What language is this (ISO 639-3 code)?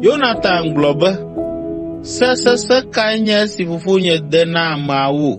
ewe